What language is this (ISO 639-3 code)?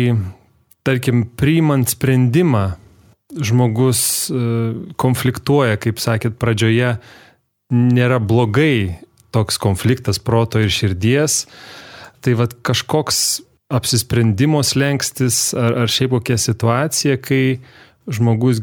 lit